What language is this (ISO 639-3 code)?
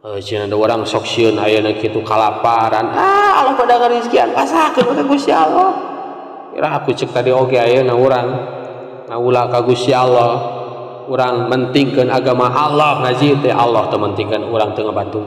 sun